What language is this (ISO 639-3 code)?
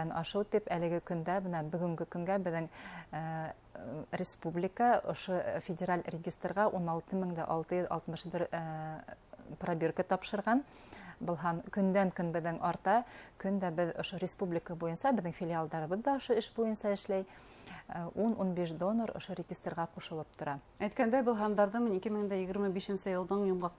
bak